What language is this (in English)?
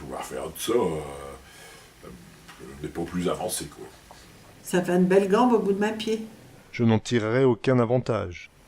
Picard